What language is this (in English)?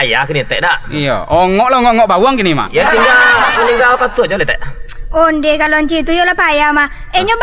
Minangkabau